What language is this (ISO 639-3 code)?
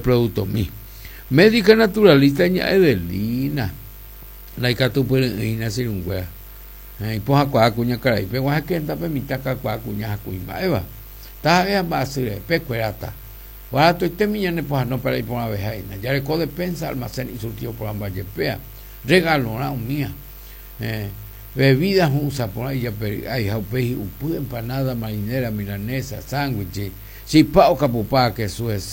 grn